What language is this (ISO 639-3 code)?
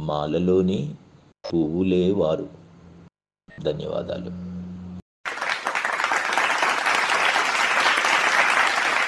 tel